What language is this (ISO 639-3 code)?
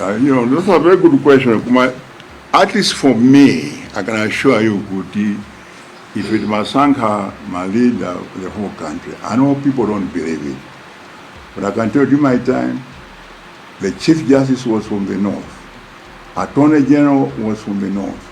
nya